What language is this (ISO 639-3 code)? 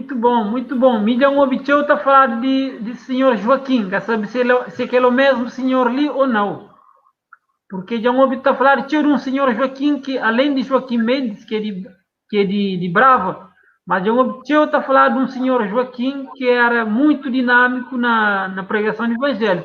kea